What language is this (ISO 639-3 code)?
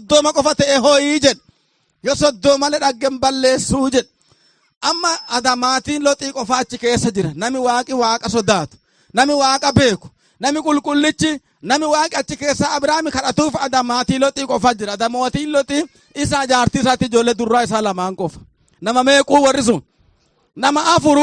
orm